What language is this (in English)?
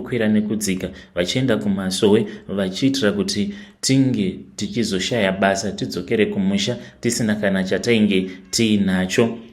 Shona